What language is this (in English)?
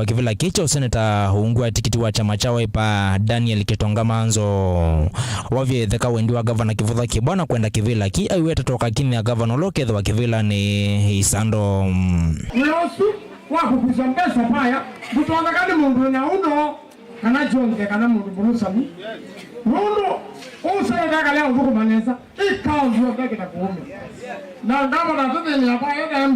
Kamba